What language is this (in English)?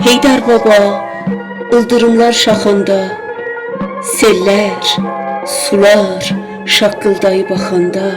South Azerbaijani